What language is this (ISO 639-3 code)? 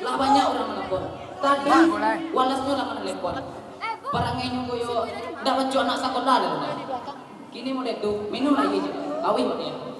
min